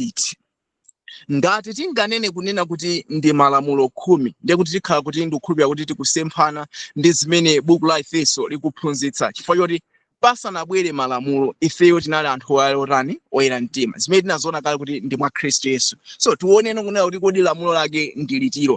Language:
Nyanja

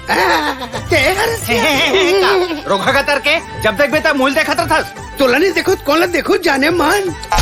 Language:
Chhattisgarhi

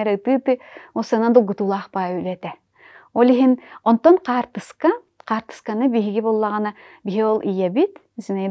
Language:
Yakut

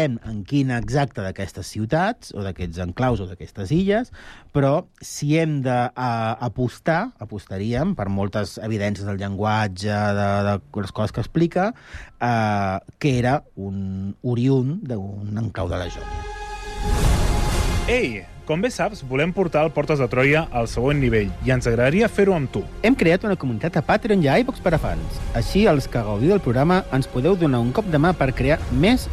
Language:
Catalan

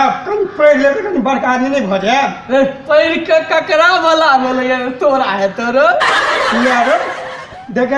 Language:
Maithili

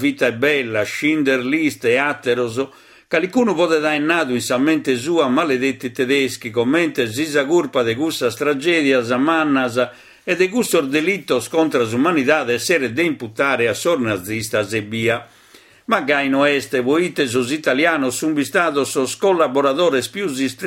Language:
Sardinian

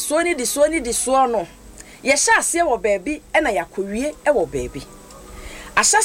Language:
Akan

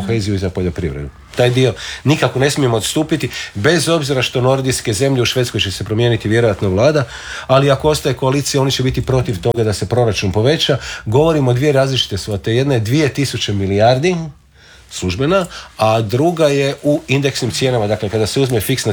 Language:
Croatian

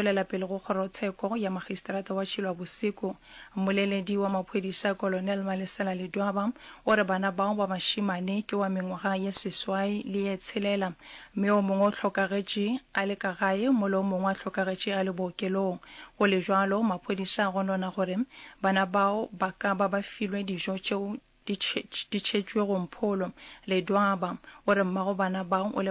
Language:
Northern Sotho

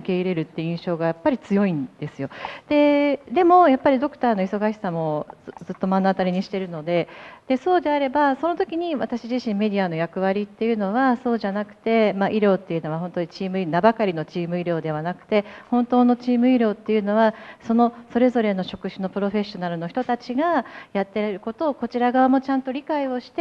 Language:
Japanese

